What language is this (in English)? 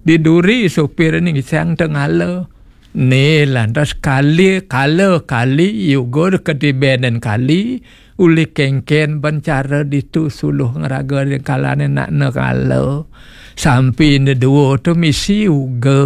Balinese